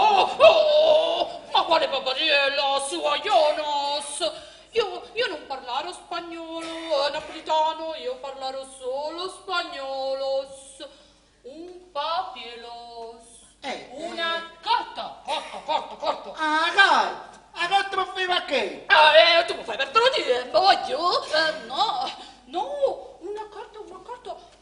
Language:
Neapolitan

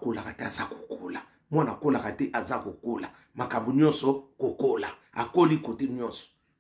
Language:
Lingala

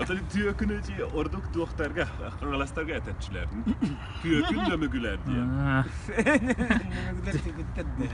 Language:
Yakut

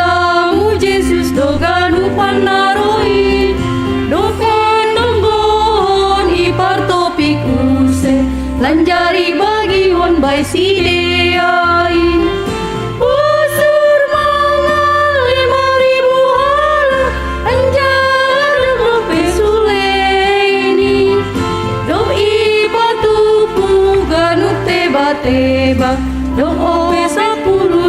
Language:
Batak Simalungun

